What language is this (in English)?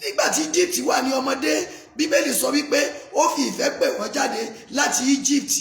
Yoruba